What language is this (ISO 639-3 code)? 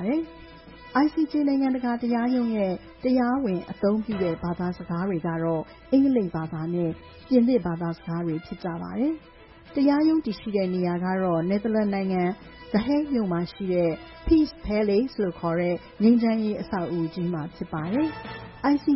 mya